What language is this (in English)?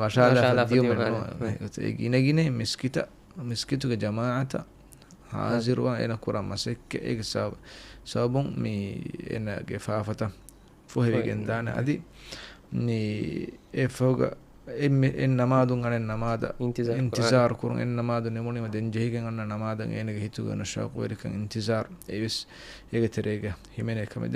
Divehi